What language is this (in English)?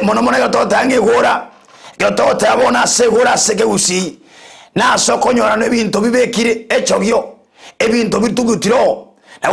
Gusii